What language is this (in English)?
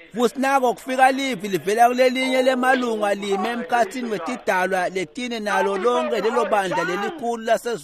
Swati